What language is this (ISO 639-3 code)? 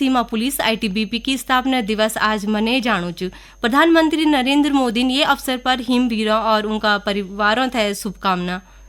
gbm